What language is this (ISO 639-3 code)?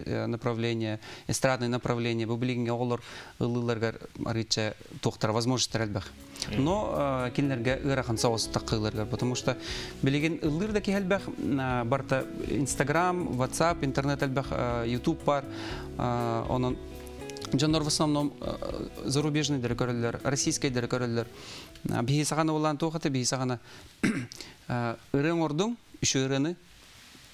sah